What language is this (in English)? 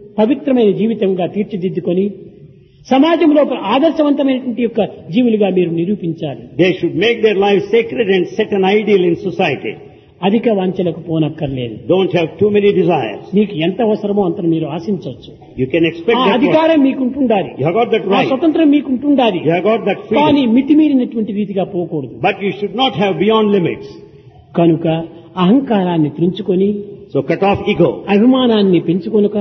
Telugu